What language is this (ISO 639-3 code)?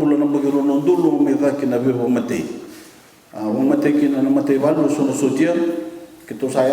fij